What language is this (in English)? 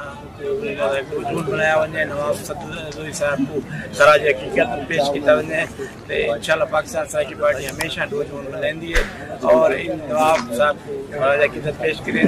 Saraiki